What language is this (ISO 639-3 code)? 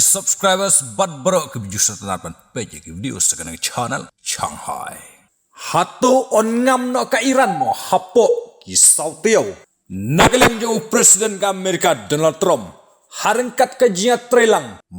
kha